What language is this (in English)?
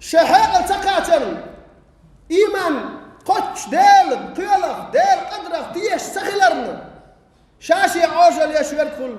Chechen